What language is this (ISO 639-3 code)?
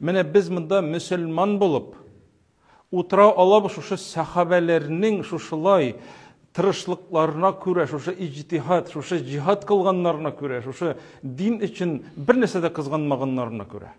tat